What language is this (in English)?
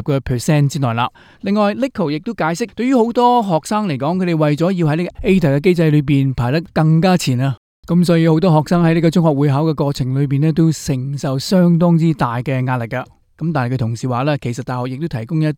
Cantonese